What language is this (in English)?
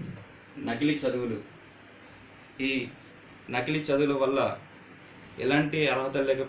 Telugu